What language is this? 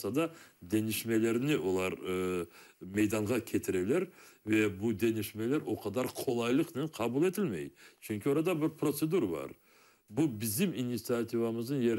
Crimean Tatar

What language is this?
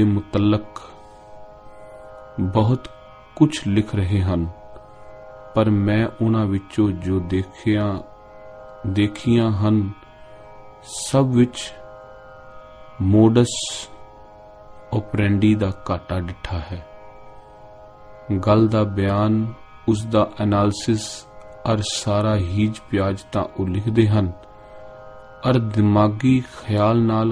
Punjabi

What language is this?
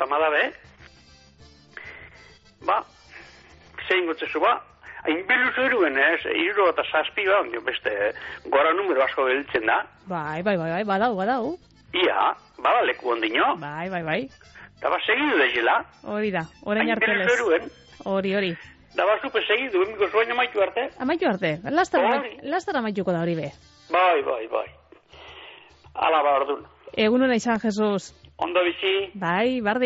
Basque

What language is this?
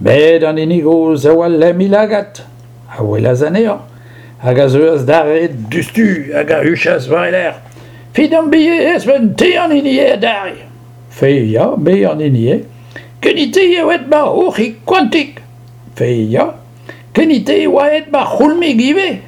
Breton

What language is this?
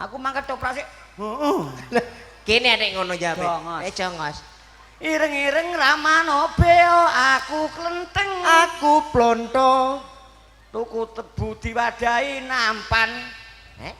Javanese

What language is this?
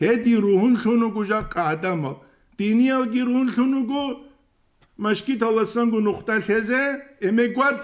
Avaric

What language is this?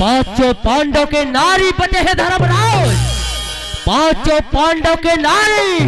Chhattisgarhi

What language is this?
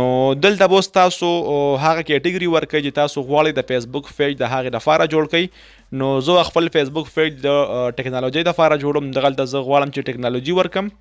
Pashto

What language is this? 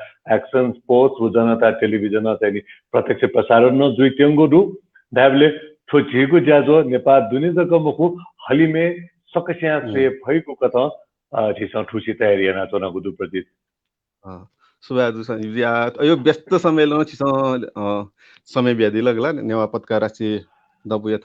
Newari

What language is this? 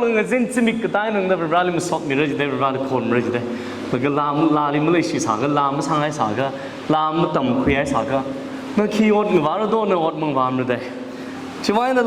Tangkhul Naga (India)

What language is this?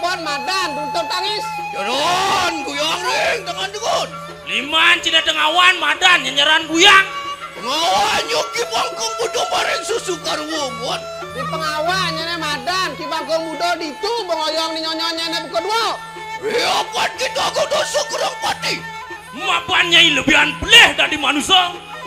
Balinese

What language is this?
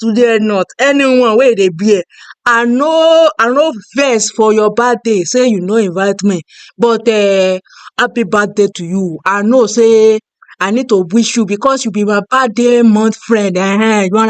Nigerian Pidgin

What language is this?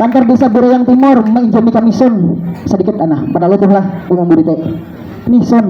Banjar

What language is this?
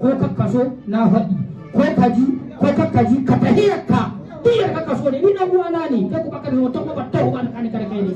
Hausa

